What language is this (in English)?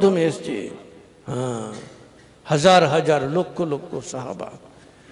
Bangla